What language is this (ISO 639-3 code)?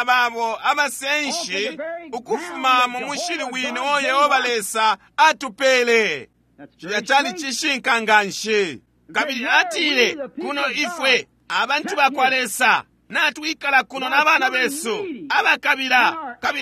bem